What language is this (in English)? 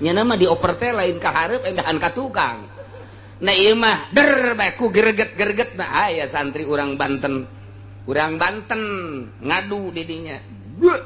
Sundanese